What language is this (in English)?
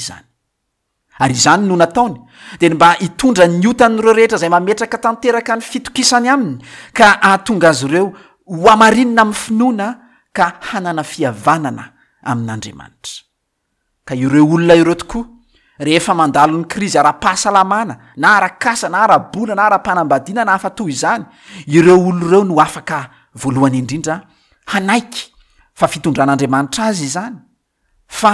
Malagasy